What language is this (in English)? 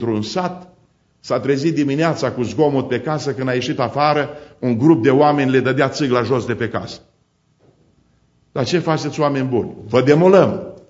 Romanian